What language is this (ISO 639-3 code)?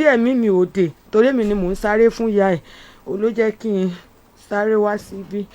yor